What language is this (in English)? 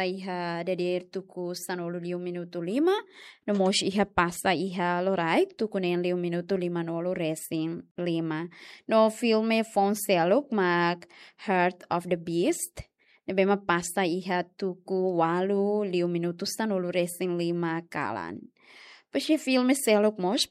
Tetum